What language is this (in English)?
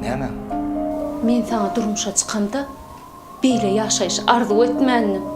Turkmen